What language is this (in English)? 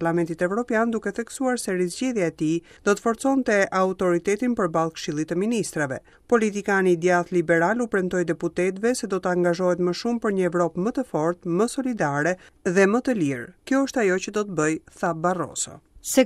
Albanian